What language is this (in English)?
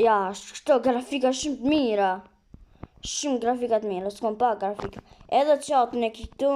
Albanian